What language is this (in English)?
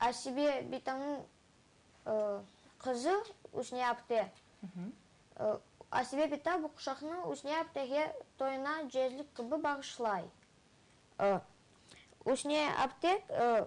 Crimean Tatar